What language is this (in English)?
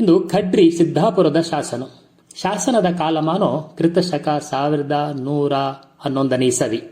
Tulu